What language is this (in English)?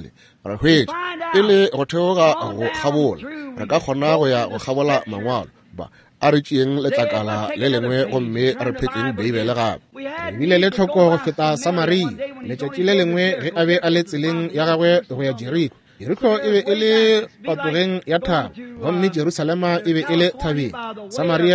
Northern Sotho